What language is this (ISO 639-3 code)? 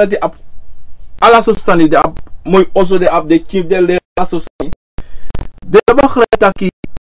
srn